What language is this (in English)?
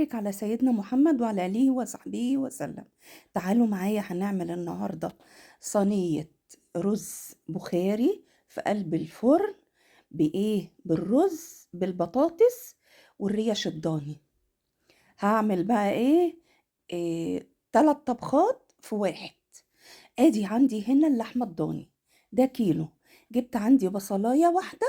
Egyptian Arabic